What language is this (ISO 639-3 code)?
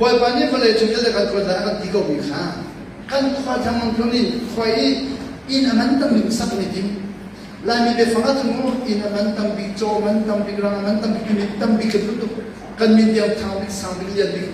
cnh